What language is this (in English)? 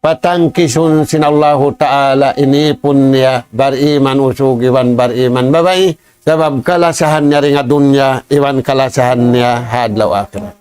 Tausug